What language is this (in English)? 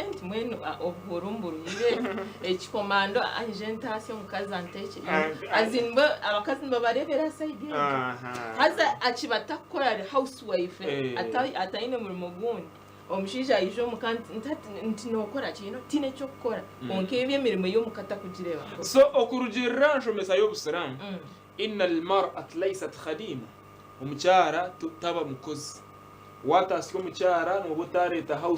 Nyankole